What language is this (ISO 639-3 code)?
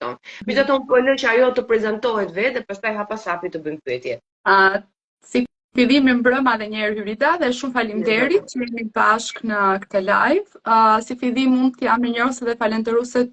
sqi